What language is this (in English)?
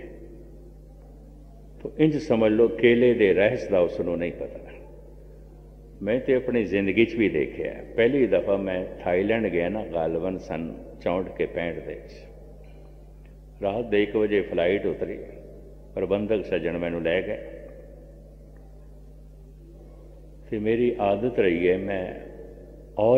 Punjabi